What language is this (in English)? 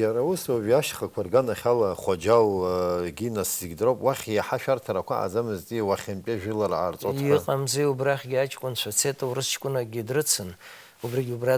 Abkhazian